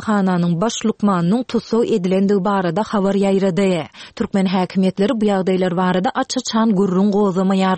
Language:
Turkmen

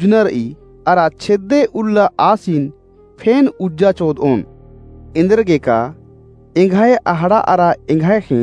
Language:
Kurukh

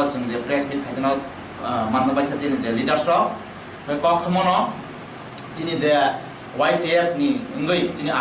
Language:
Kok Borok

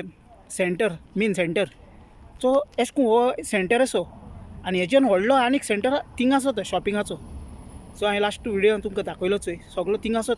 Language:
Konkani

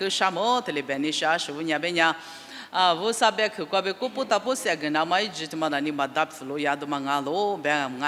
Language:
Lisu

